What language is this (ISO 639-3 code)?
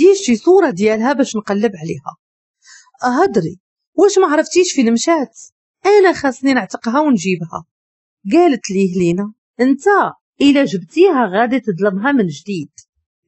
ary